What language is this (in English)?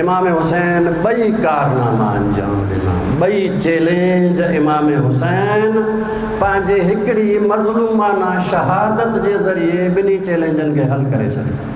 Sindhi